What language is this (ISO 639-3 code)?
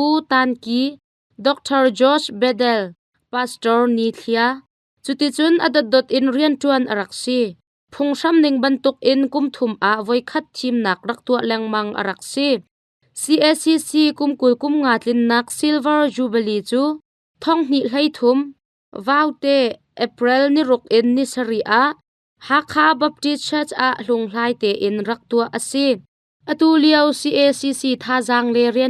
cnh